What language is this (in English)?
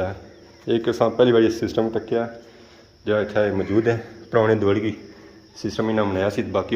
Pahari-Potwari